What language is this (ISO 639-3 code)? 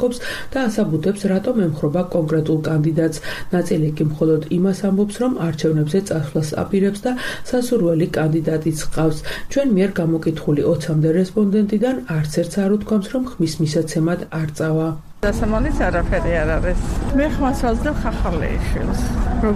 kat